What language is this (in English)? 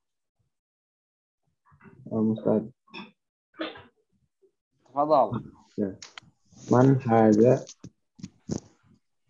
Indonesian